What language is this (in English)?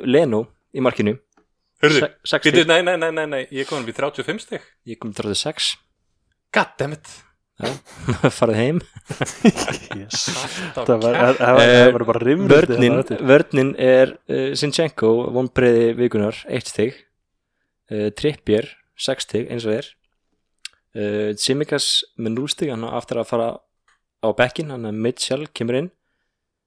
Icelandic